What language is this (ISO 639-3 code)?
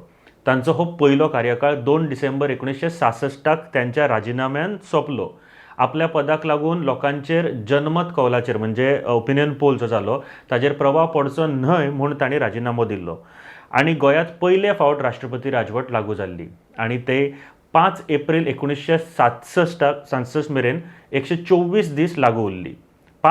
kok